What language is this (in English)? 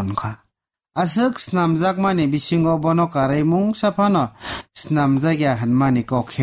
Kok Borok